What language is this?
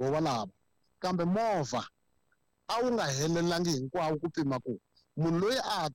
Tsonga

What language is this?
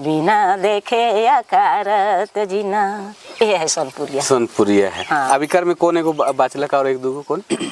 Sadri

